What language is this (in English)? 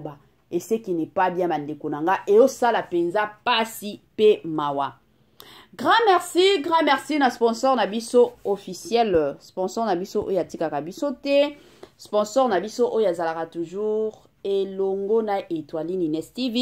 Lingala